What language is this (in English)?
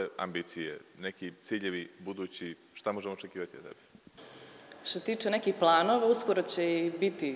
Serbian